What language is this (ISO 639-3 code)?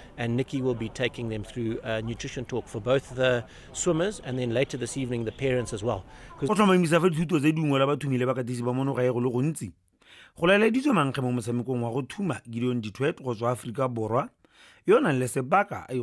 tsn